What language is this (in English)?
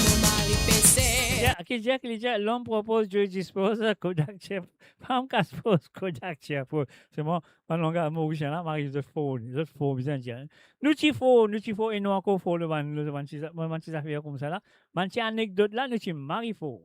Morisyen